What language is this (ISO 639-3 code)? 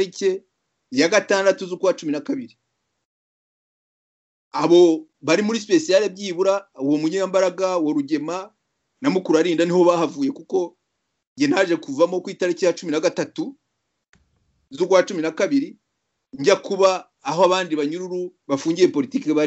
kin